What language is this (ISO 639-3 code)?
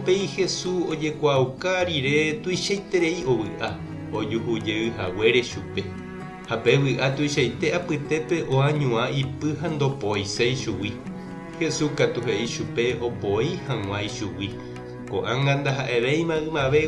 grn